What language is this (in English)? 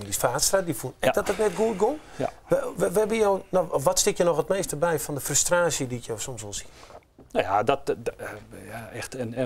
Western Frisian